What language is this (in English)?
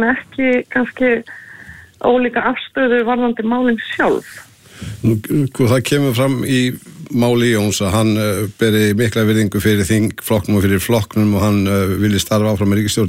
Icelandic